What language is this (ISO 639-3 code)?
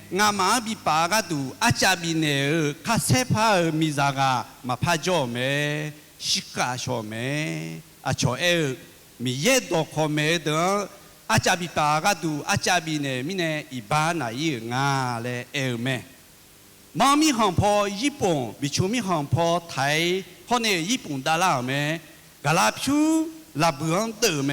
ahk